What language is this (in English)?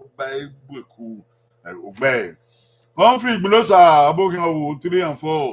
Bini